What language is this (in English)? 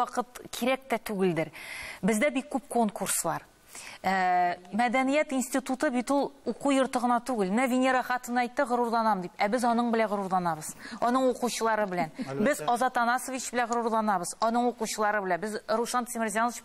Tatar